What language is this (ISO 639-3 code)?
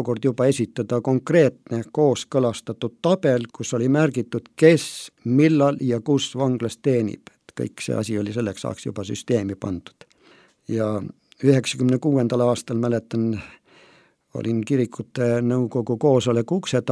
est